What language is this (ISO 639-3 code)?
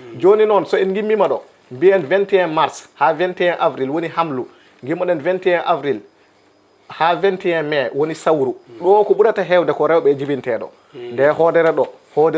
ful